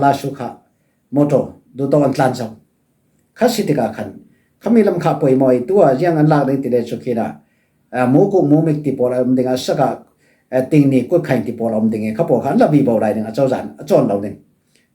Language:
Falam Chin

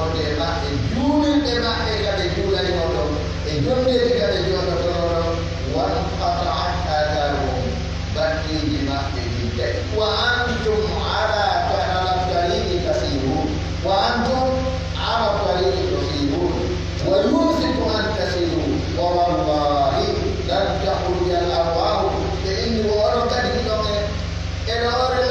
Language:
Pular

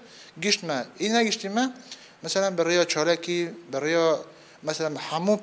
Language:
Kurdish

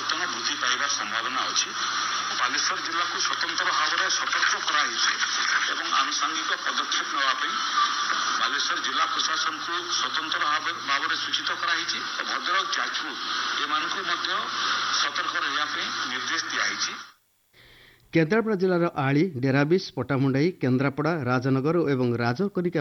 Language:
Odia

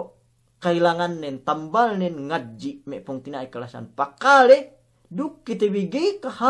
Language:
Yakan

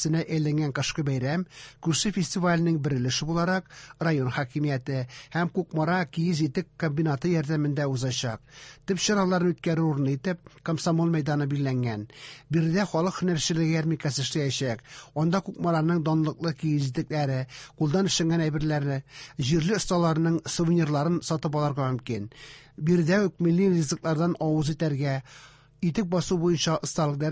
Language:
Tatar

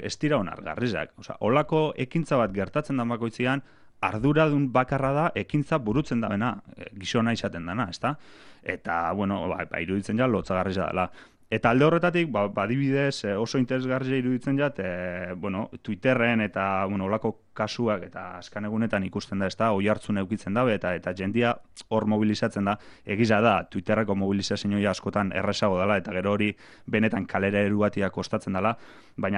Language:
Basque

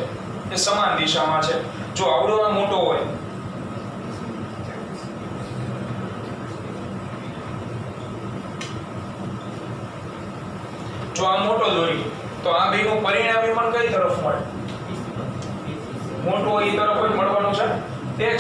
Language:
Gujarati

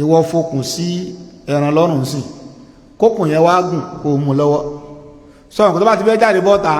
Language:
Yoruba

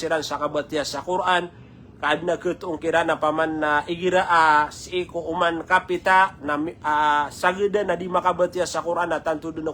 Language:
Maranao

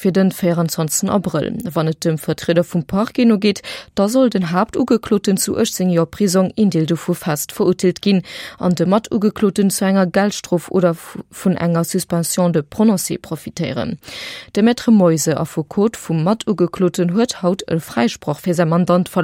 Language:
Luxembourgish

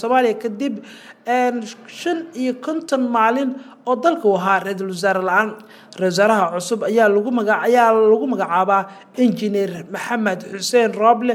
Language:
Somali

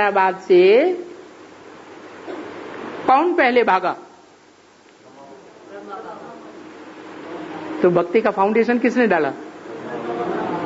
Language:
Hindi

